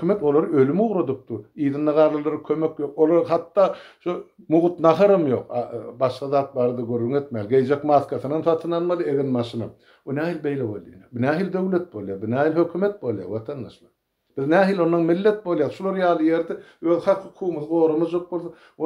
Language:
Turkmen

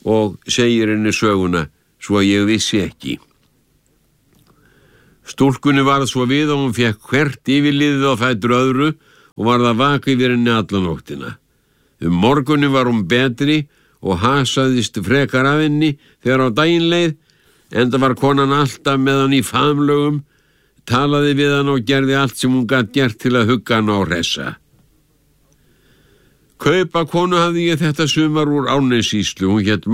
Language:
Icelandic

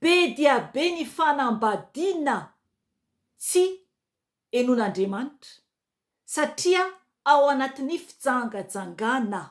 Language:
Malagasy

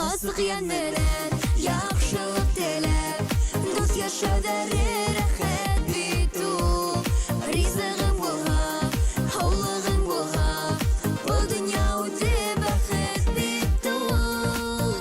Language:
Bashkir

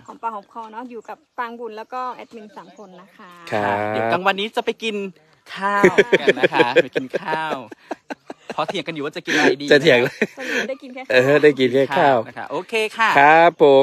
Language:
Thai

